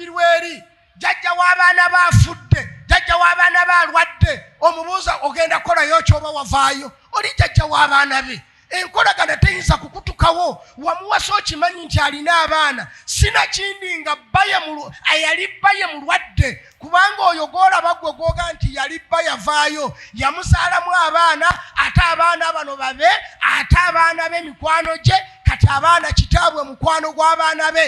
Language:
Ganda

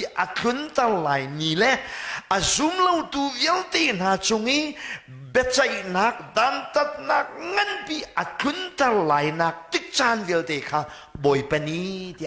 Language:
Hakha Chin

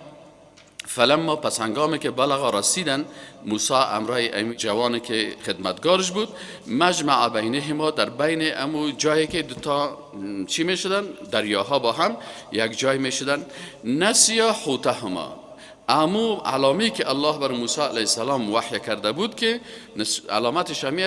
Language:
Persian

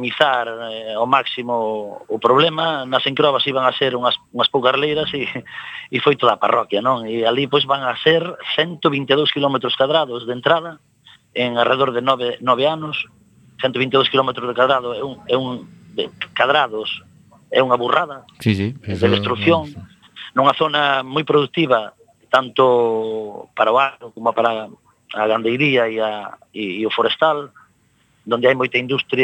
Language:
Galician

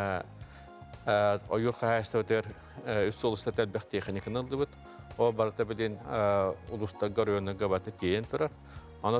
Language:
Yakut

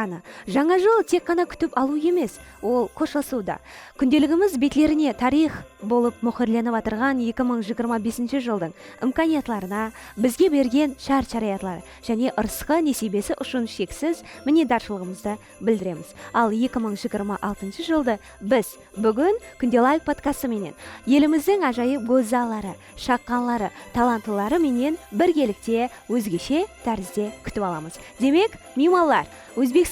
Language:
Kara-Kalpak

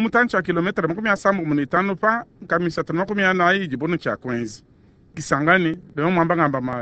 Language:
Luba-Lulua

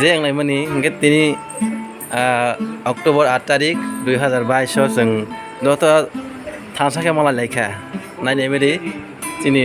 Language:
Kok Borok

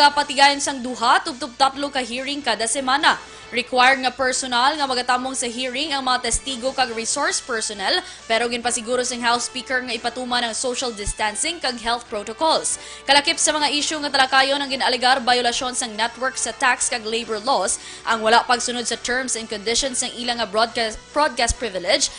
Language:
Hiligaynon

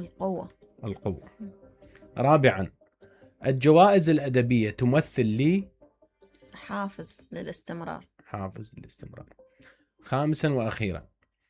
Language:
Mesopotamian Arabic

